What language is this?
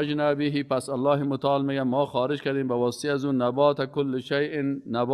Persian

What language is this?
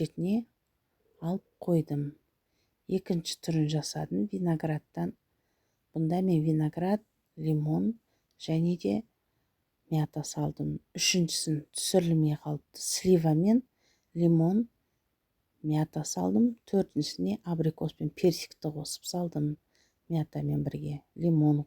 Kazakh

